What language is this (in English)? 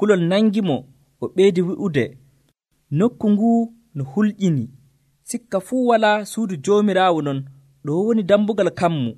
Nigerian Fulfulde